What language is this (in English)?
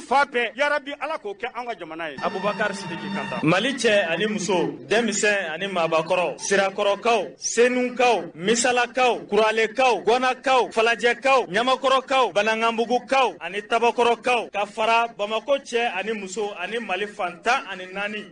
Bambara